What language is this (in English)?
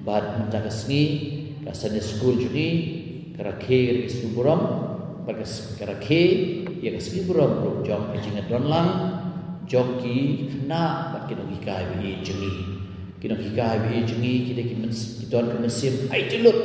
Khasi